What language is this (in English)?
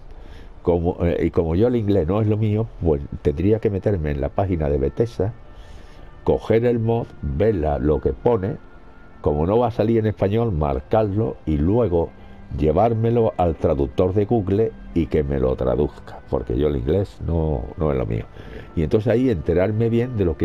Spanish